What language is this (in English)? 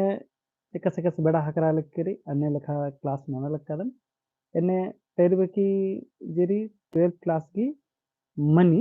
Kurukh